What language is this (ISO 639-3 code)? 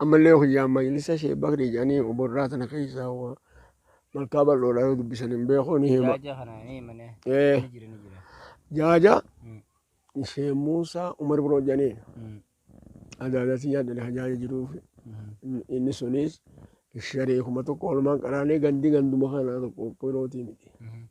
orm